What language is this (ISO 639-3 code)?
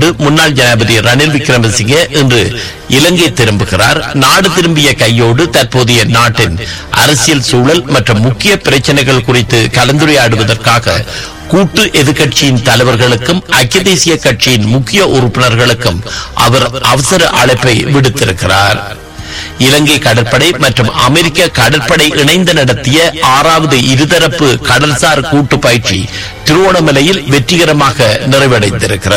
tam